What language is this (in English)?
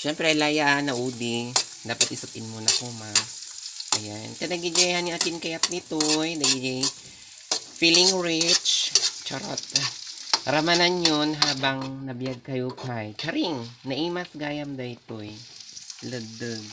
Iloko